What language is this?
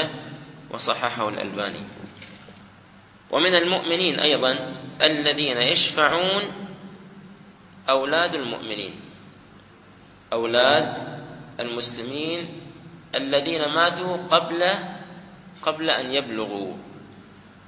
Arabic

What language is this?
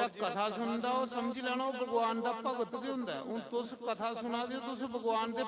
Dogri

